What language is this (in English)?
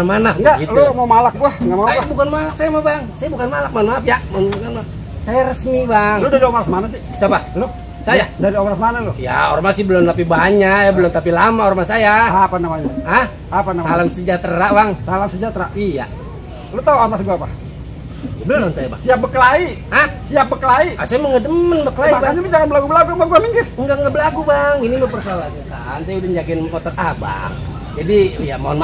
Betawi